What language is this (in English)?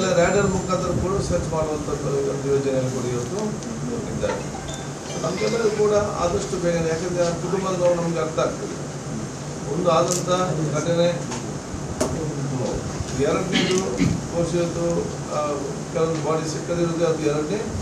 Kannada